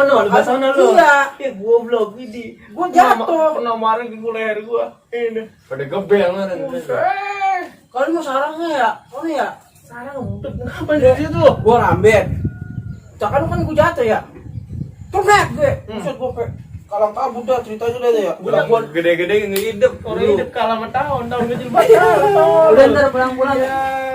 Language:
Betawi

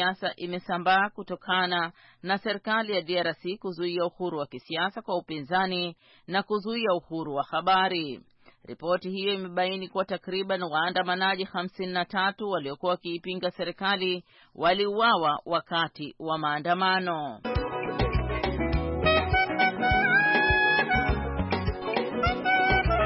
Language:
Swahili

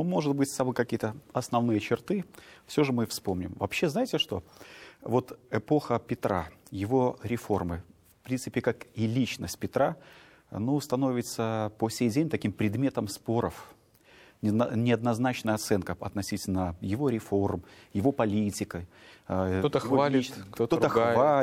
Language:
Russian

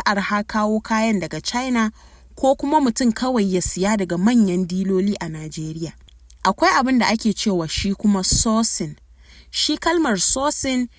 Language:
Hausa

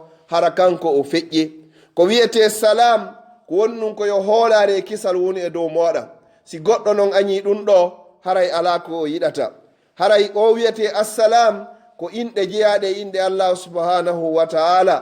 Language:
Pular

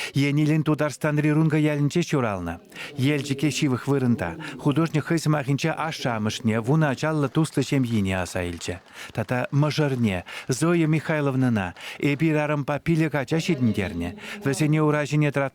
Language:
Chuvash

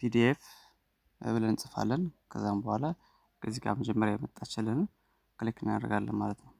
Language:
Amharic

